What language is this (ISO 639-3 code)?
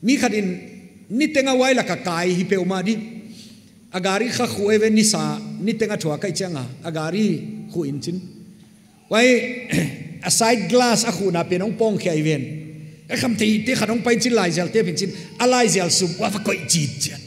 pck